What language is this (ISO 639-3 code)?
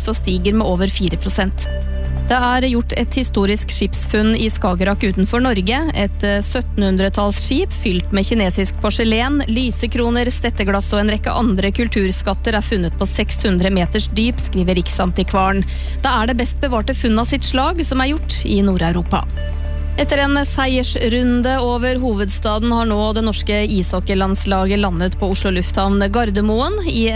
nor